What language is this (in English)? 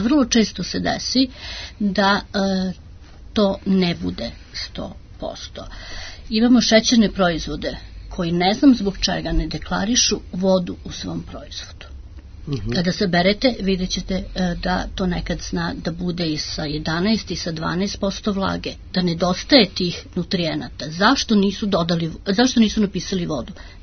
Serbian